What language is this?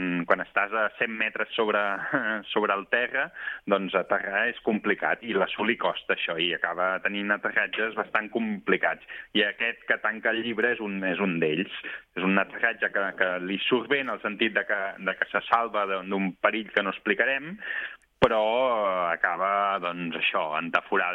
Catalan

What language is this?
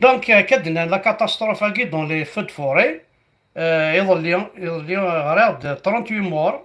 Kabyle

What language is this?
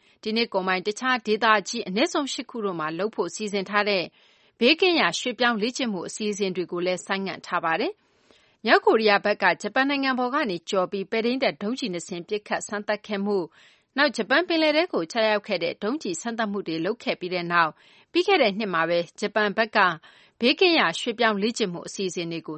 Burmese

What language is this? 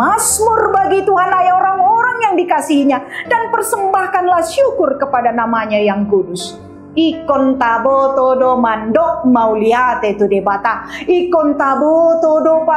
Batak Toba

